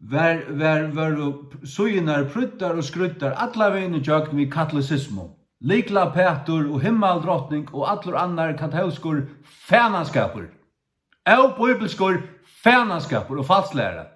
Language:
Faroese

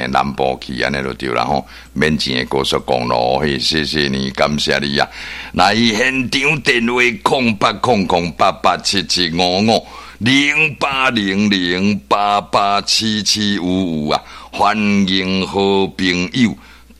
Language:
Min Nan Chinese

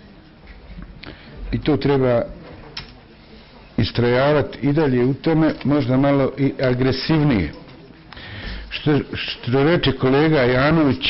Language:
Bosnian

